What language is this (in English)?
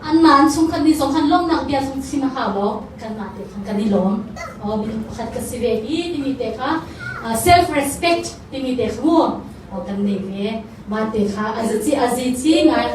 Hakha Chin